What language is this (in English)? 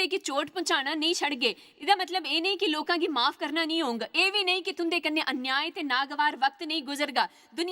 Dogri